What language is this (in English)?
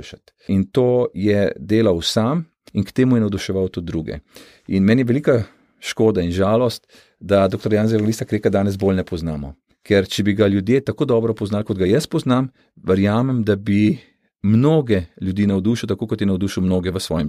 Slovenian